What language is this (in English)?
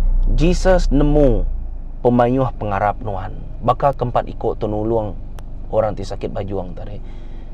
Iban